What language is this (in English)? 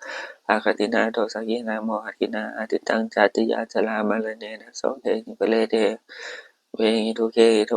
Pali